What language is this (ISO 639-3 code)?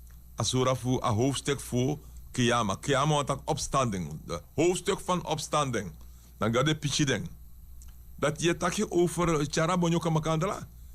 srn